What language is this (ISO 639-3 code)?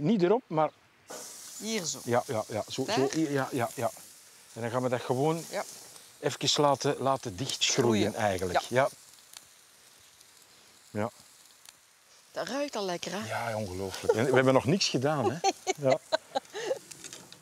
nld